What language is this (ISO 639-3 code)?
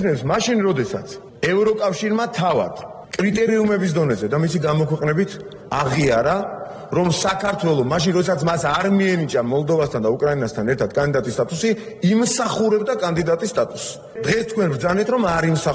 kat